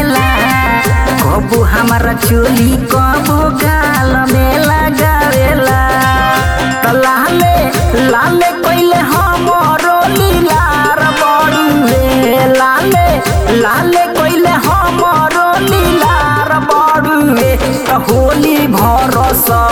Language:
Bhojpuri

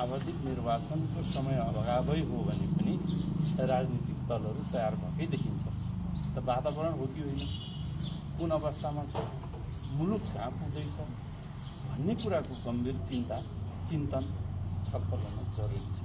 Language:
Nepali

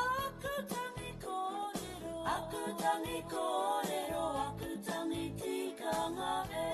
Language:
Māori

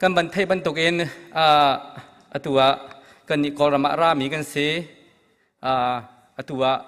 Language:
Hakha Chin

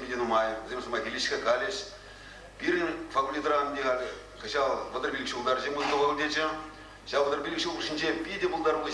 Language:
Chuvash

